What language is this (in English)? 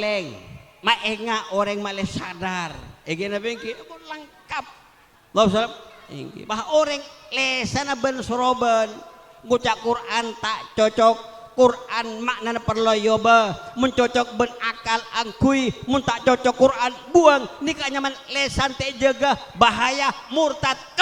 Madurese